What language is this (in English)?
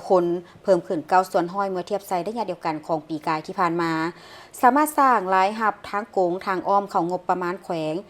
Lao